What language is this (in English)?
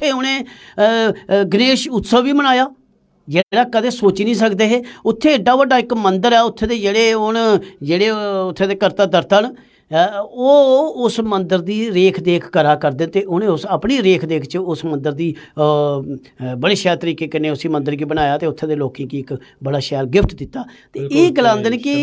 Dogri